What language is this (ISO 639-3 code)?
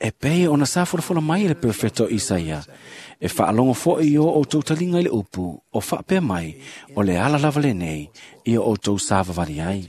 smo